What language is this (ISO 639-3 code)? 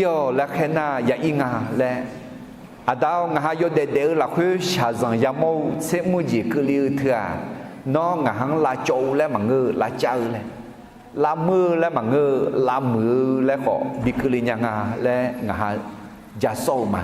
ahk